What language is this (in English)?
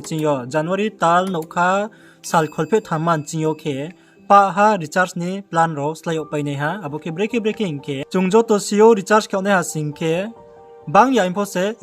Riang (India)